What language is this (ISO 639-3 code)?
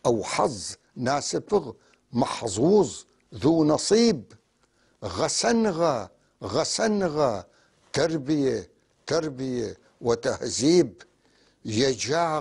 apc